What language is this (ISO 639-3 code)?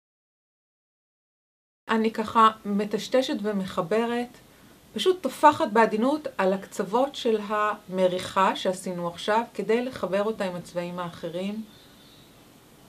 heb